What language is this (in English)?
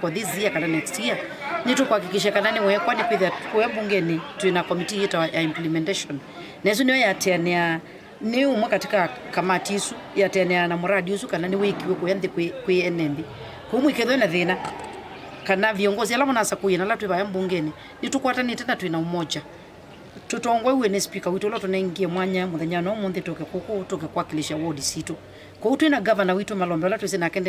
Kamba